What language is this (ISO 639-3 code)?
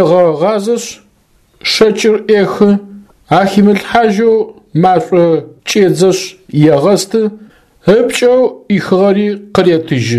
ady